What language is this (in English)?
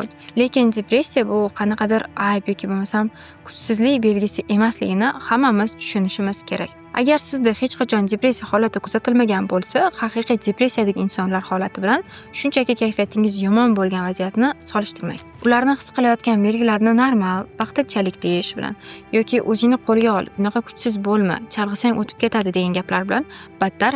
Uzbek